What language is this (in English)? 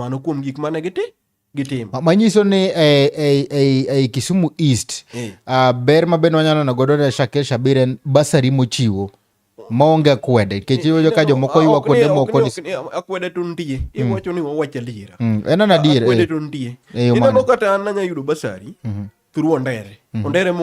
Luo (Kenya and Tanzania)